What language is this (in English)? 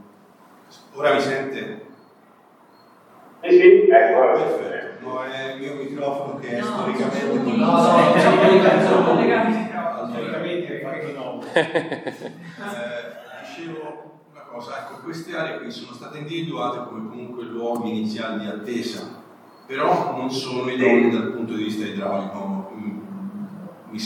Italian